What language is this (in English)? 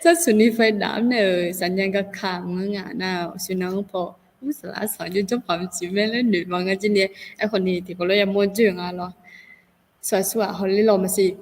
Akha